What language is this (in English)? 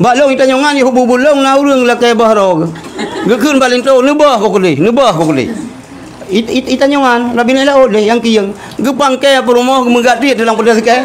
Achinese